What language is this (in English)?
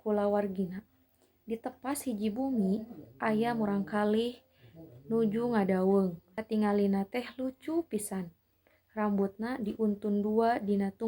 Sundanese